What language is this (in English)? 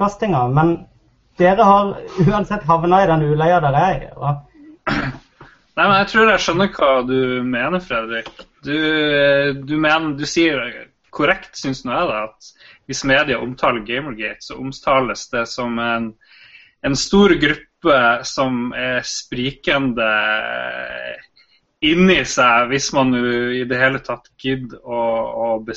Norwegian